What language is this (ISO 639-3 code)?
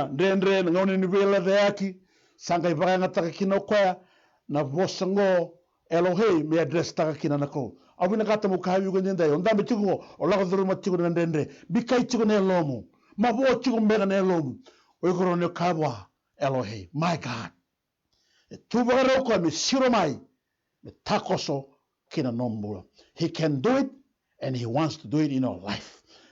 fij